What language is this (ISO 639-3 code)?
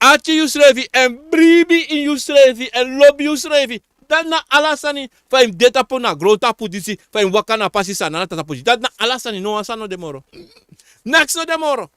srn